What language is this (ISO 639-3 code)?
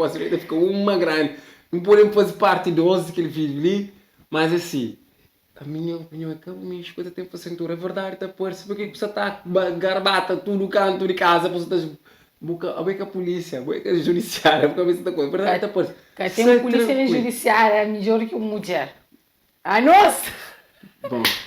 kea